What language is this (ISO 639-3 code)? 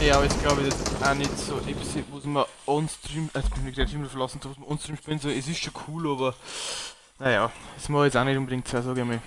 bar